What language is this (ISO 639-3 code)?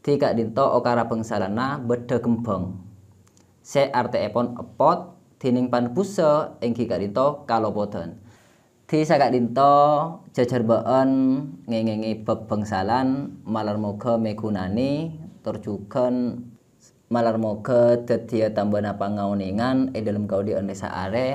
mad